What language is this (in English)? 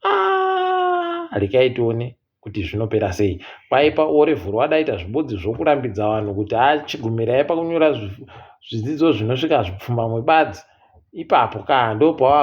Ndau